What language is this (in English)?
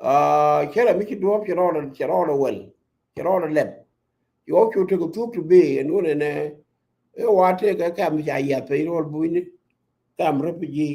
Nuer